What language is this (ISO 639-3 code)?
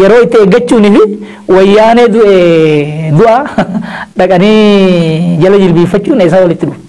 orm